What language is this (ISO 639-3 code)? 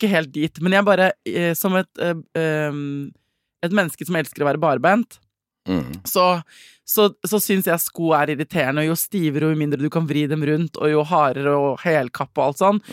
nor